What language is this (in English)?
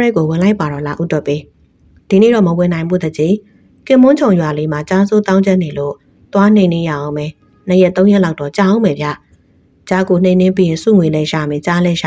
Burmese